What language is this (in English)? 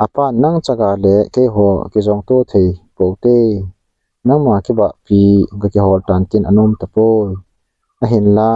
Thado Chin